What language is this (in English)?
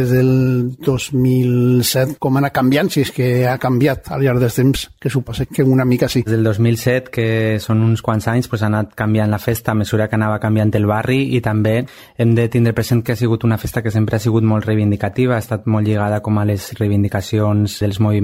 Catalan